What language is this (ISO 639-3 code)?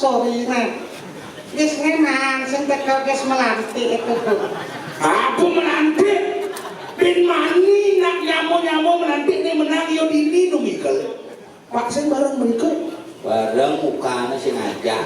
ban